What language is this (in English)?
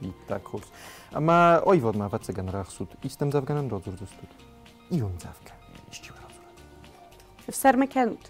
Ossetic